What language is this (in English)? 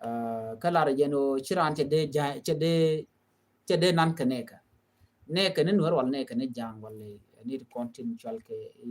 Nuer